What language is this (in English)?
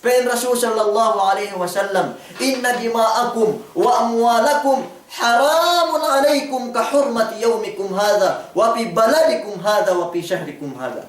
Yakan